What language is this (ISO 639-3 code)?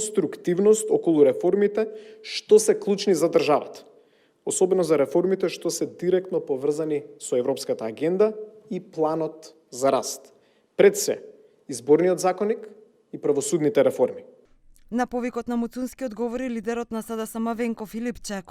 mkd